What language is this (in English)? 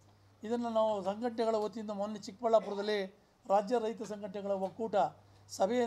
Kannada